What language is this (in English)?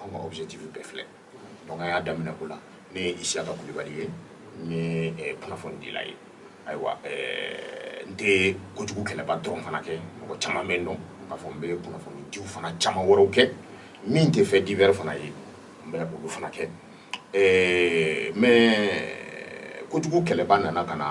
Bambara